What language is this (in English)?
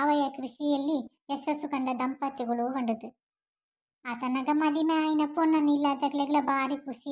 Tulu